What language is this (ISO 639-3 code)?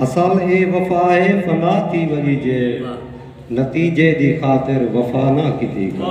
skr